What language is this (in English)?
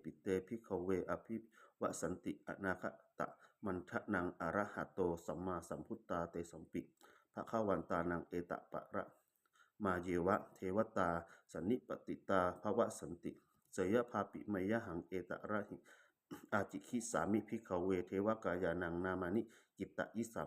Pali